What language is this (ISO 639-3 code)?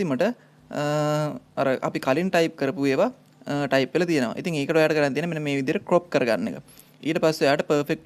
sin